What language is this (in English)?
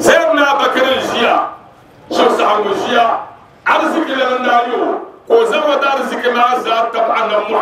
Dagbani